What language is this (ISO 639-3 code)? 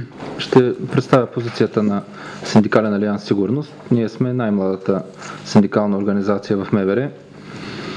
bul